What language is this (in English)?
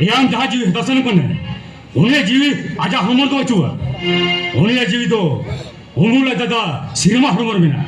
Santali